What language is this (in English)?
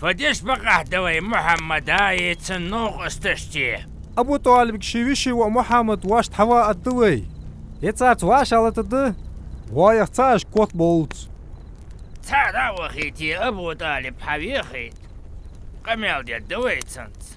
Ingush